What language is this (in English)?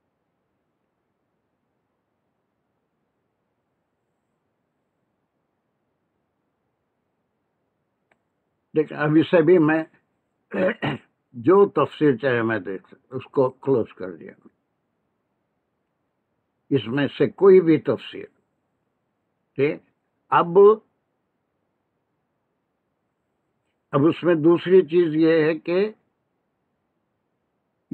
Urdu